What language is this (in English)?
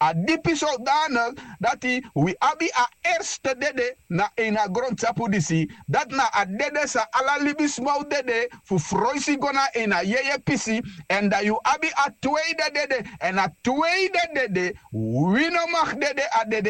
Sranan Tongo